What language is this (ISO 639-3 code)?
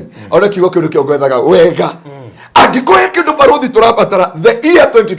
kik